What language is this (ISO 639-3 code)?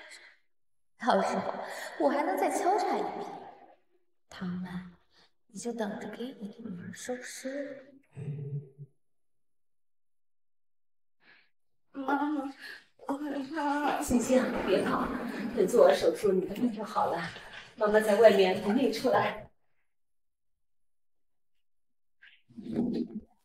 zho